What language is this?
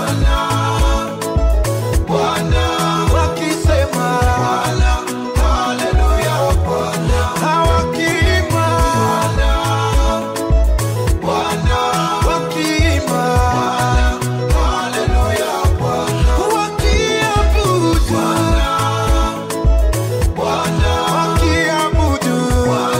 Swahili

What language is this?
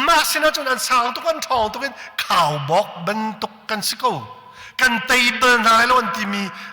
Hakha Chin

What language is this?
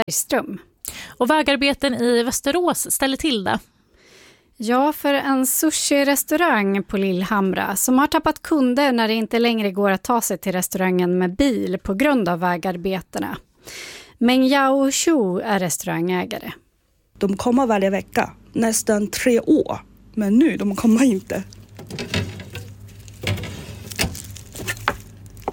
Swedish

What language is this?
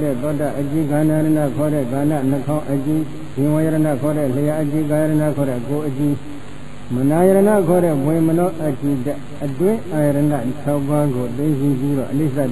Burmese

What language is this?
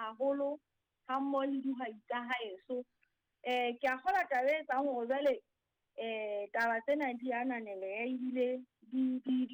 Southern Sotho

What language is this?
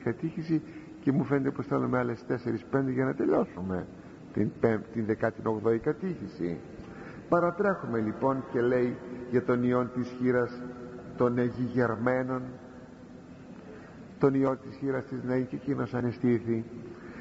Greek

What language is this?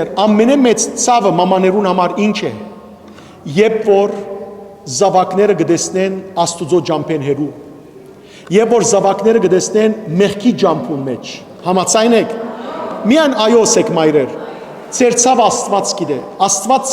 Western Armenian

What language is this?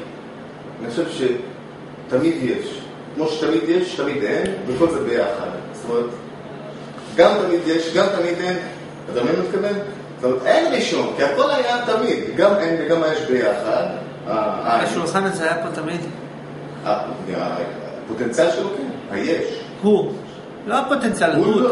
Hebrew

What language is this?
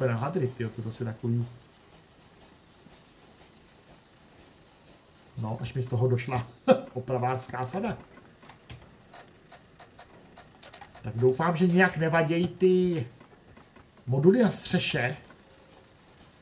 Czech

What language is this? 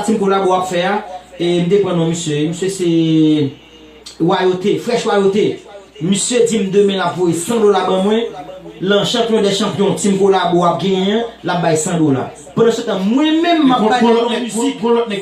Haitian Creole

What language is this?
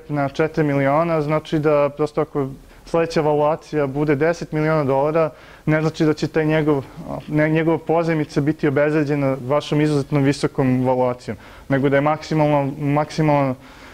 Serbian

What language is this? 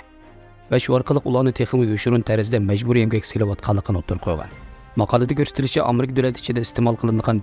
Uyghur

